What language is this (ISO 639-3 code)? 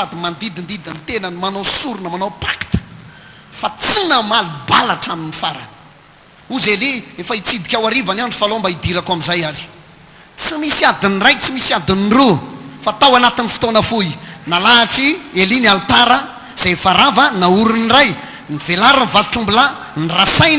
mlg